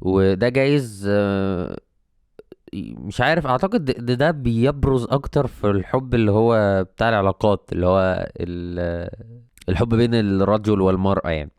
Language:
Egyptian Arabic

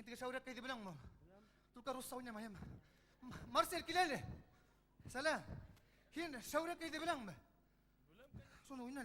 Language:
Bashkir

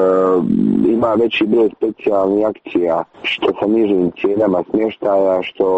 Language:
Croatian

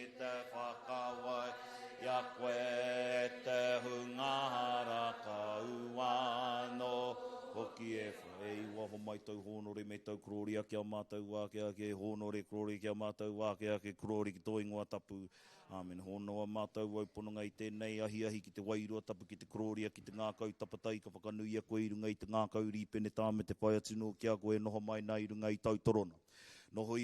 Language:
Māori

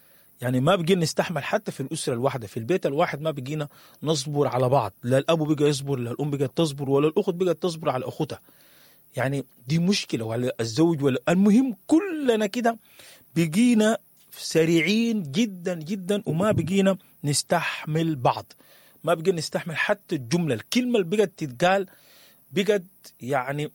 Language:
Sudanese Arabic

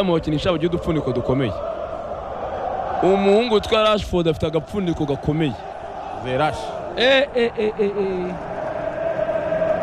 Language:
Kinyarwanda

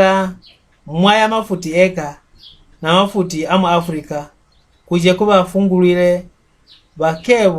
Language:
Mbunda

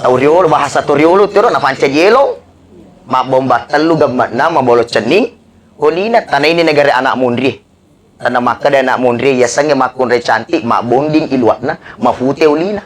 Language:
Buginese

